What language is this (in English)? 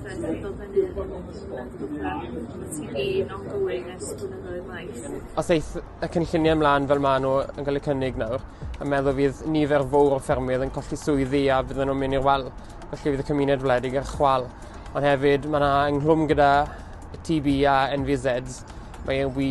Welsh